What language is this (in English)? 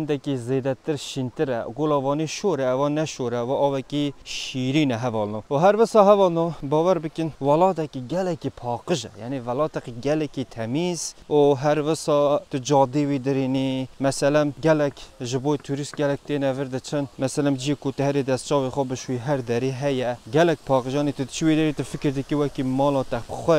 Kurdish